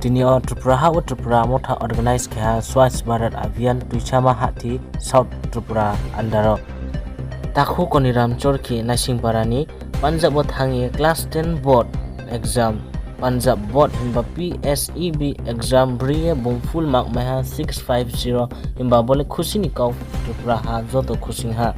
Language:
Riang (India)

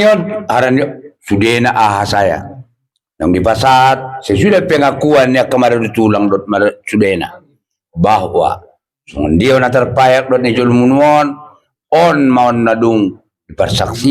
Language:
Batak Toba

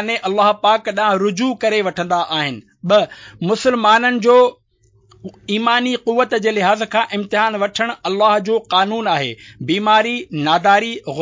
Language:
Sindhi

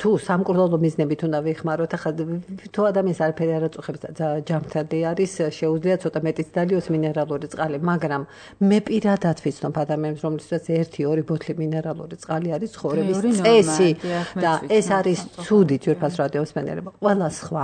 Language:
Georgian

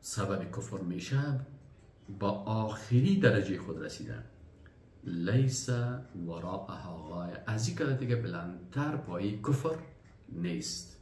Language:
Persian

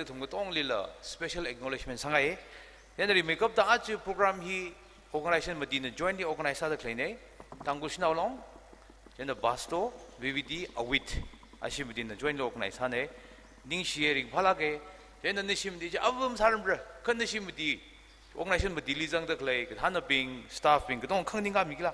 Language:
Tangkhul Naga (India)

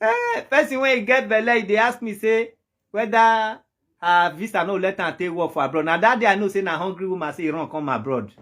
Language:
Nigerian Pidgin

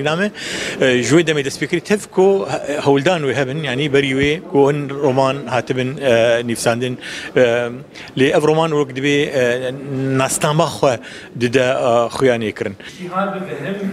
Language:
Kurdish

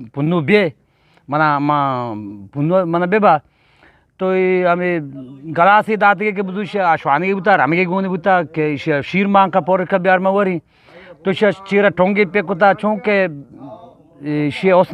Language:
Eastern Balochi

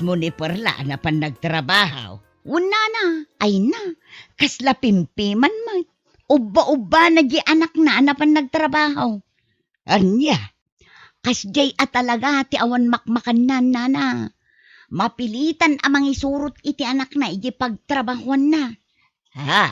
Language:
Iloko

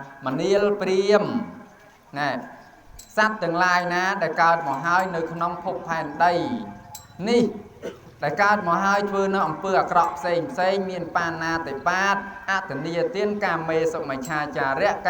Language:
Khmer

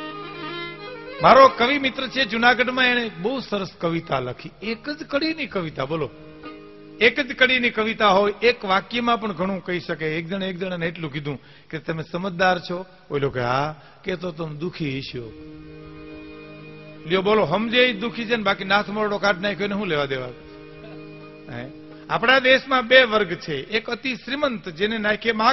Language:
Gujarati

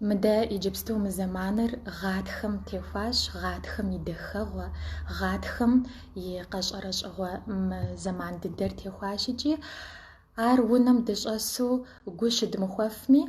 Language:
Kabardian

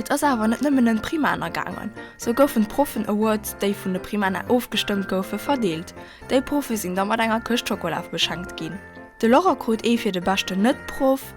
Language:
Luxembourgish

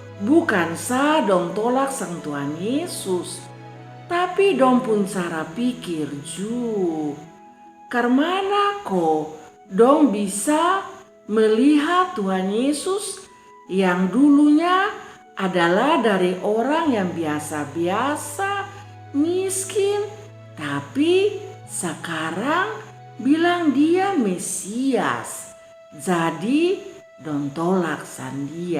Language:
Kupang Malay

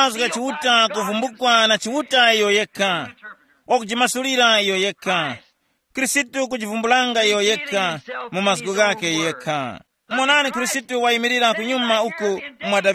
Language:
Tumbuka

